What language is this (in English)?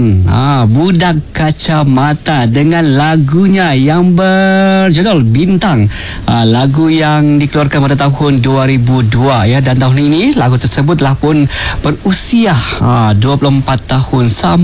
Malay